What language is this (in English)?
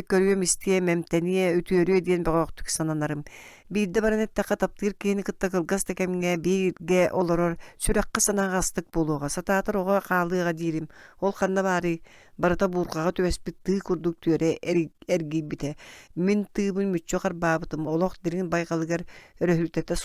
Yakut